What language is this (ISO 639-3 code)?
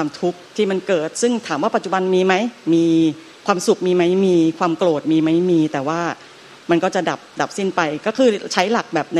tha